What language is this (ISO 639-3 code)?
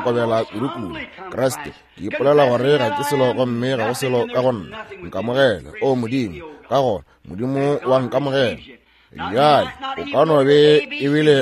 nso